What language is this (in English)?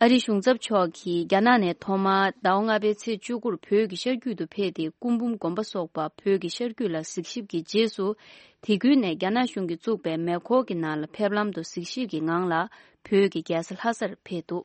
Tibetan